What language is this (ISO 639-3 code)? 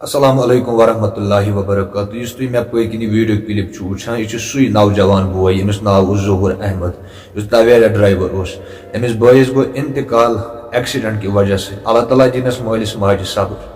kas